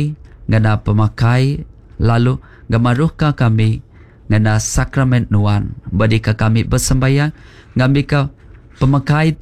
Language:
Iban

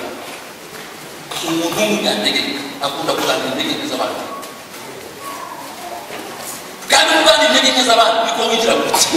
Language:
Kinyarwanda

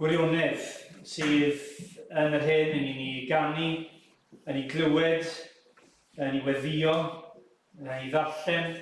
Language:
Welsh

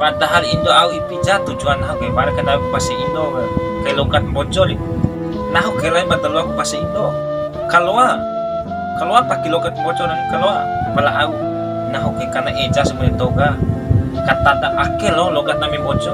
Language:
Bima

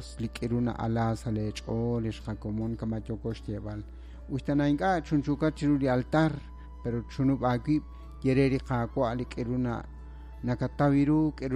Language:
Kekchí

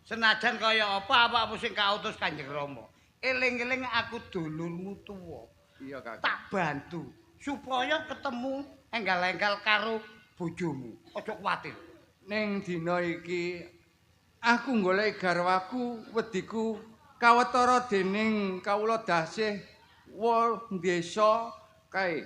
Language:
Javanese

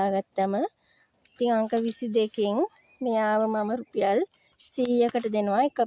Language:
Sinhala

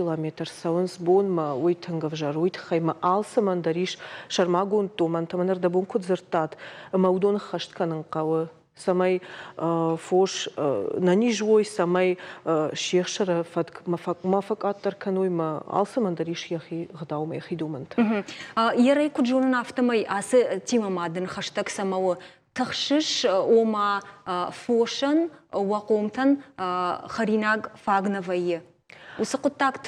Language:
Ossetic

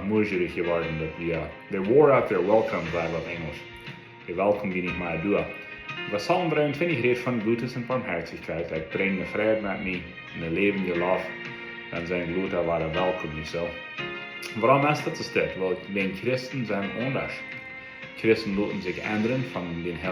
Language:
Plautdietsch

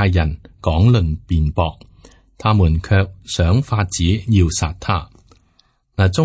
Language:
Cantonese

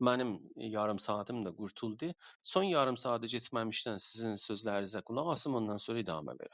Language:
South Azerbaijani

